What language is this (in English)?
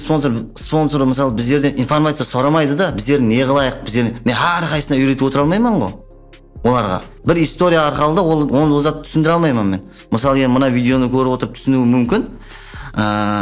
Kara-Kalpak